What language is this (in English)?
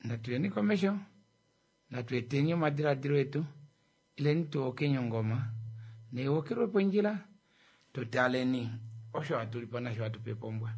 Kuanyama